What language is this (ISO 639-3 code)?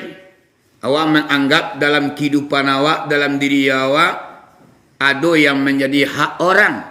min